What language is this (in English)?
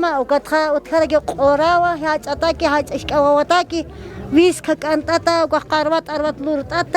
Aymara